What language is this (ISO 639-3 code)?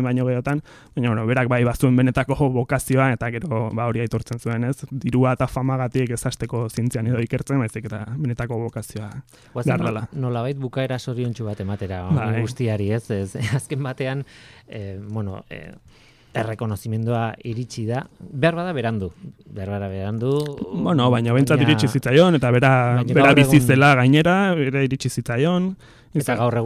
eus